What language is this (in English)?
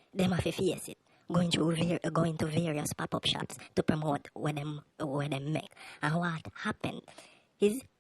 Jamaican Creole English